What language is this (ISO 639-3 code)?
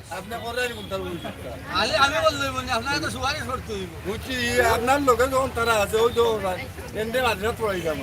syl